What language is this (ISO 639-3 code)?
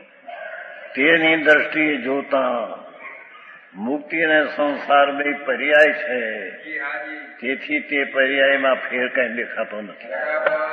guj